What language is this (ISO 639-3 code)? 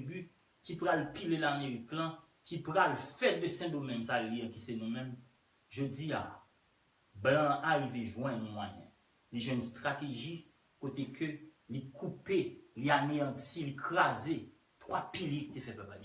hat